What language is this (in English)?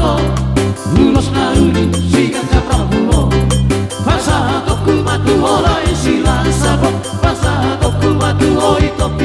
Batak Toba